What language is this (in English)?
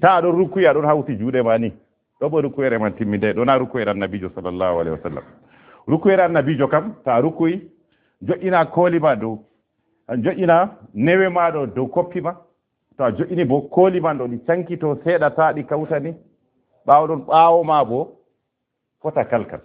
Fula